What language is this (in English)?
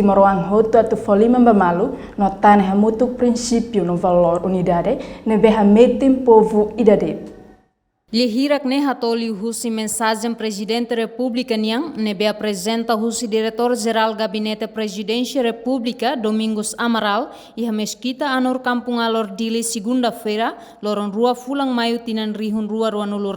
Tetum